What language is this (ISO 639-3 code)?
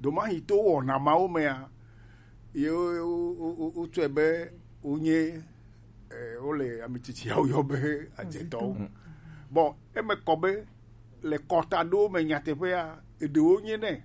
gej